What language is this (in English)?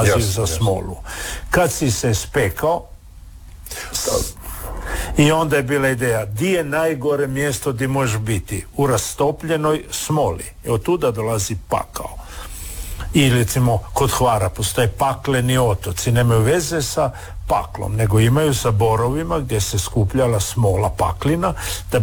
Croatian